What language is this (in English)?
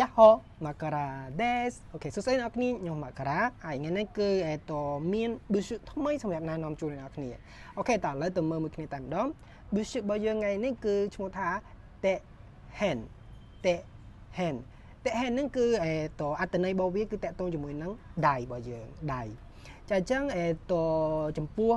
Khmer